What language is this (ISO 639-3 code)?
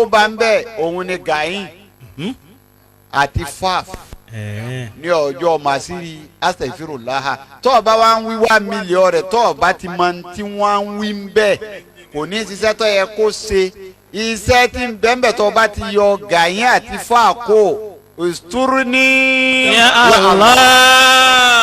yor